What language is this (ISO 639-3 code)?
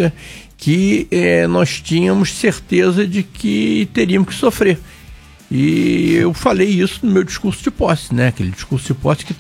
por